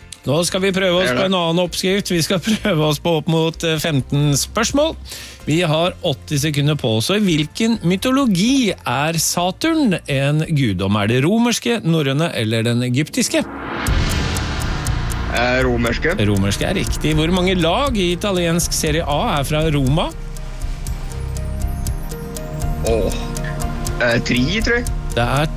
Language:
Norwegian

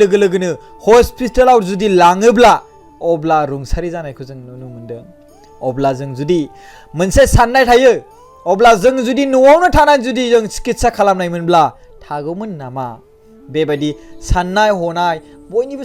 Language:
Bodo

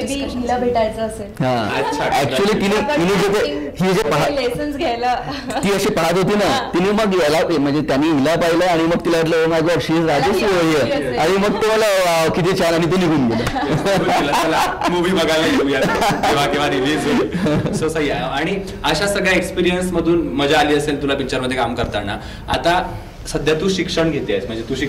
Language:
Marathi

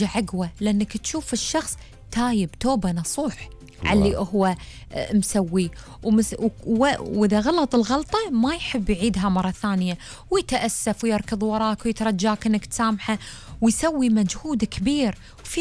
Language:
Gulf Arabic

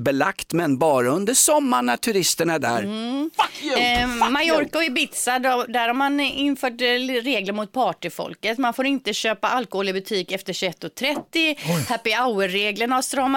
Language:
Swedish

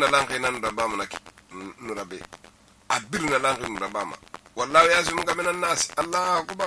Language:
Susu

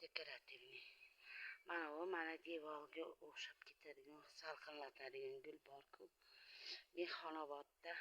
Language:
Uzbek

